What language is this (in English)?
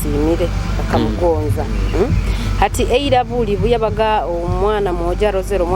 Nyoro